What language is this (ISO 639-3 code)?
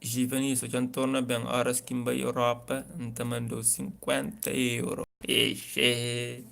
kea